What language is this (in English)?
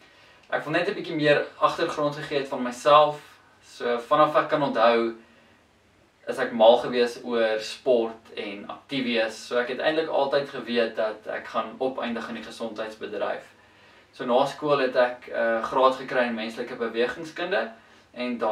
Afrikaans